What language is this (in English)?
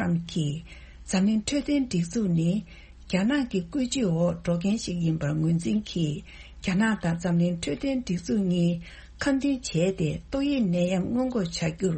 Tibetan